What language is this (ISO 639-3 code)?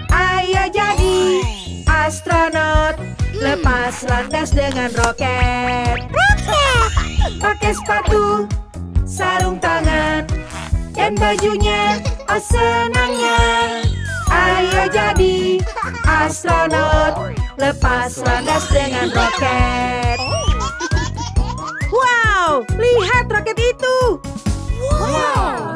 ind